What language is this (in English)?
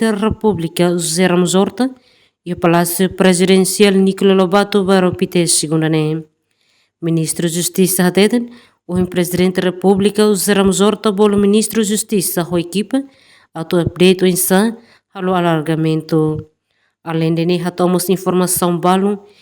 Tetum